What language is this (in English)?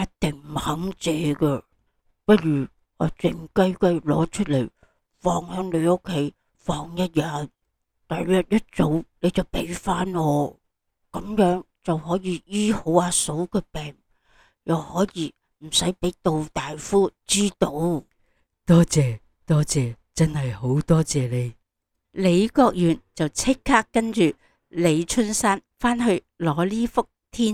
Cantonese